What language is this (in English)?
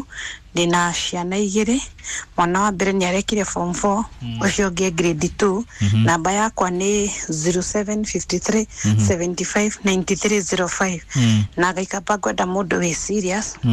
Kikuyu